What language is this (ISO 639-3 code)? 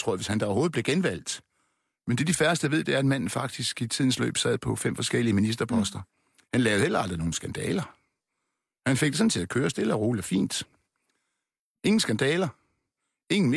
dan